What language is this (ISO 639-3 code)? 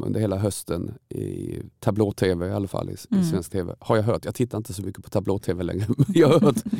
swe